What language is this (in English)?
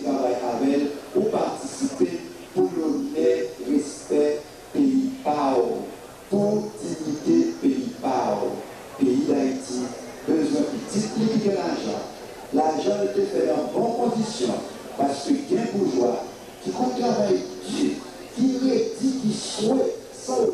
Haitian Creole